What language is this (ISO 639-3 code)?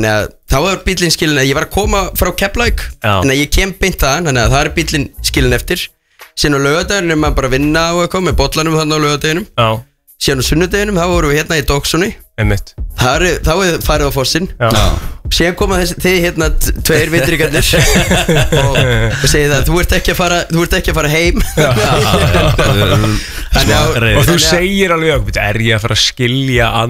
isl